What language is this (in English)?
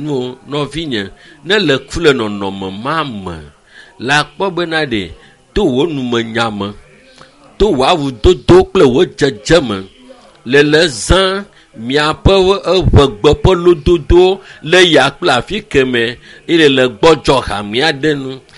Ewe